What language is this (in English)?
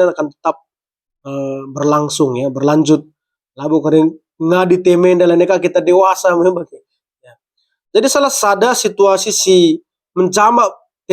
Batak Karo